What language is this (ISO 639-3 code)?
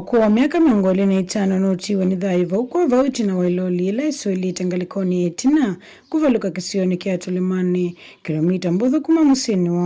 kam